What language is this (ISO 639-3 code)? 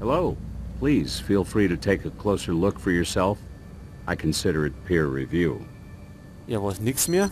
bar